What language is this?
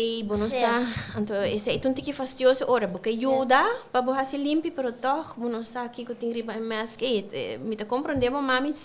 Papiamento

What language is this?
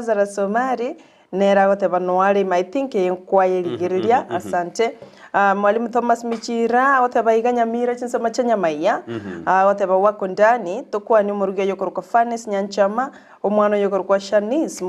Gusii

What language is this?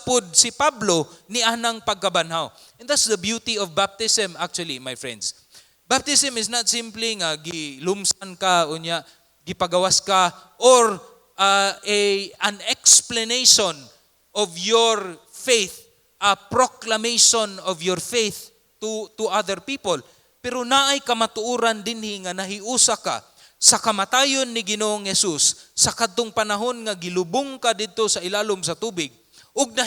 Cebuano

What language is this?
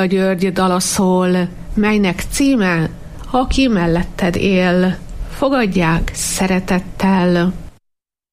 Hungarian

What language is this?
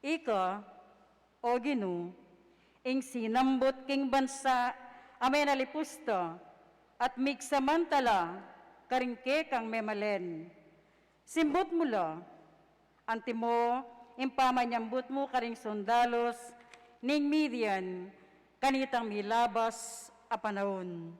Pampanga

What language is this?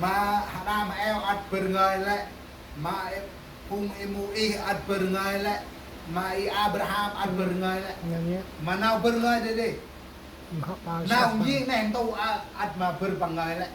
Central Mnong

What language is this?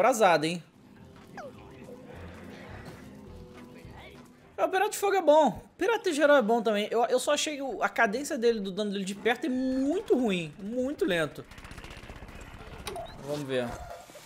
Portuguese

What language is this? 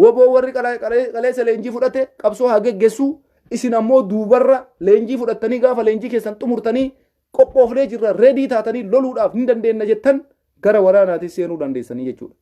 Oromo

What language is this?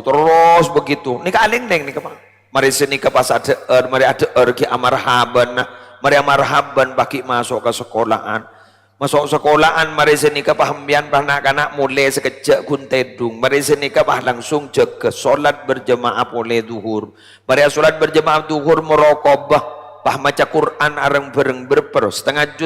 Madurese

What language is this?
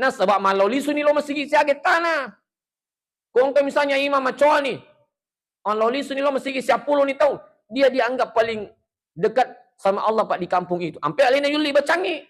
Buginese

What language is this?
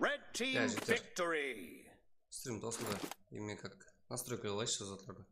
Kara-Kalpak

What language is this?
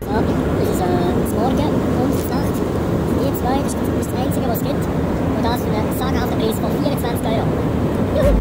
Swiss German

